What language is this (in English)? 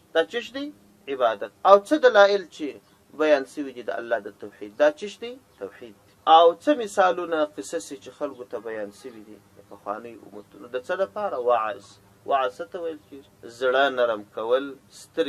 Pashto